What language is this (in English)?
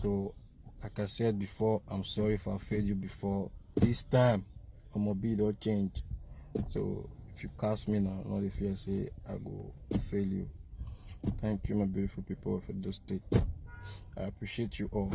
Nigerian Pidgin